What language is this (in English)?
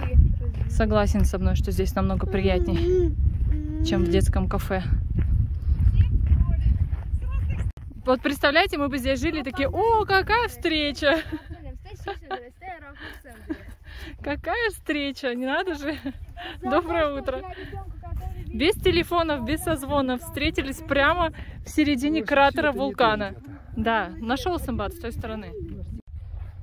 Russian